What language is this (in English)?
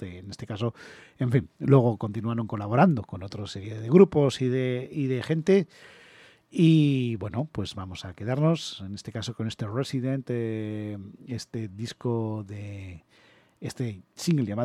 Spanish